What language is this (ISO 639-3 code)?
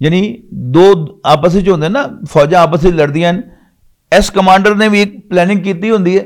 lah